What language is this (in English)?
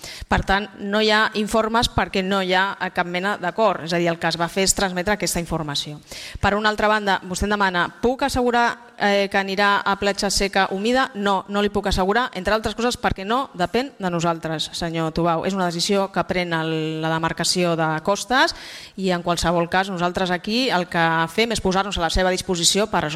Catalan